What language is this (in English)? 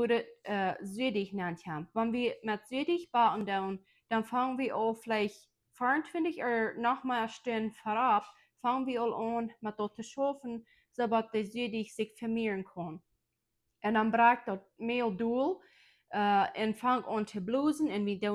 Plautdietsch